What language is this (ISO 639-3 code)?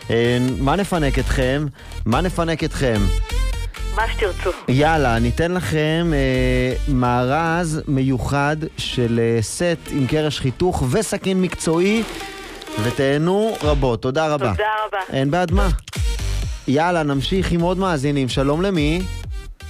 heb